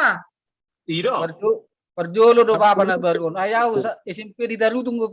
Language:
Batak Toba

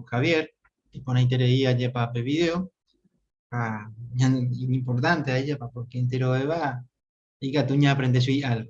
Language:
Guarani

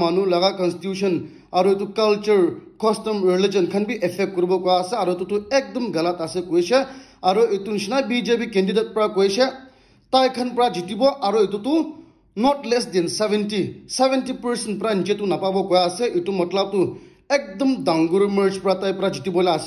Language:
Naga Pidgin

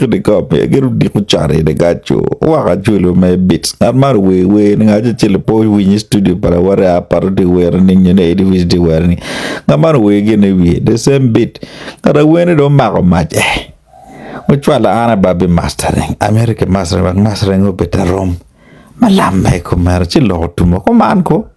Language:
Acoli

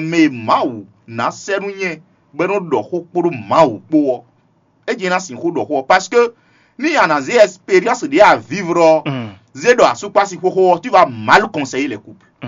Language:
Fon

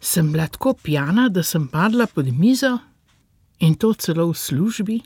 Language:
Slovenian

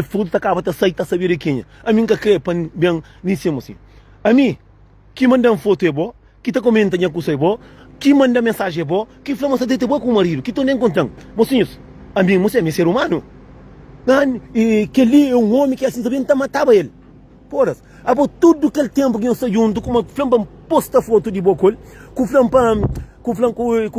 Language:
Kabuverdianu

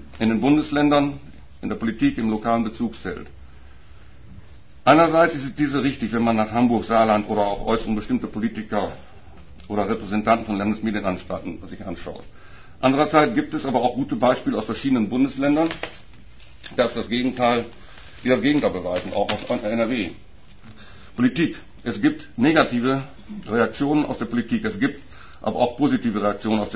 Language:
German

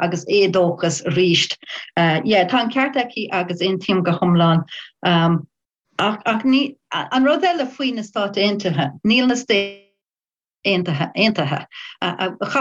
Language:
Irish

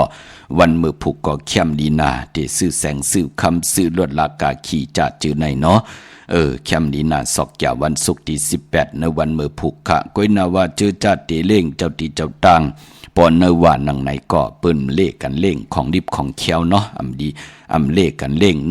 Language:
Shan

